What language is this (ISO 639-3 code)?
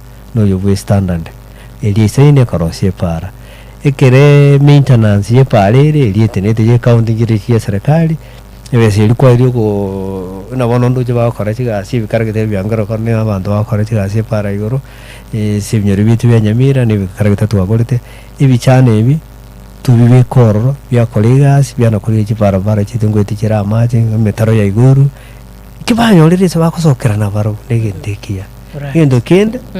guz